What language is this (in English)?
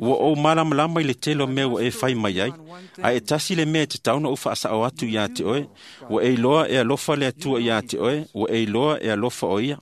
Samoan